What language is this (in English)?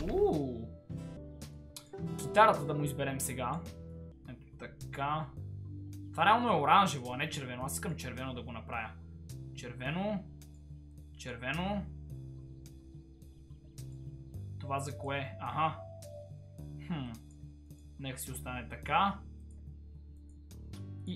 Bulgarian